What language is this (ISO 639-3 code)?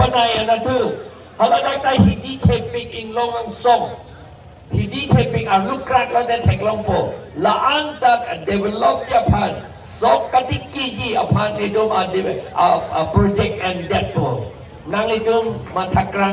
mjw